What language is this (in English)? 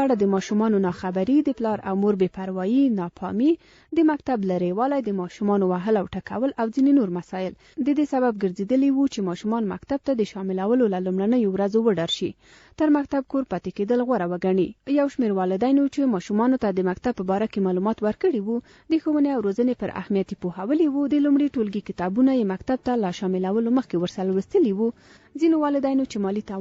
Pashto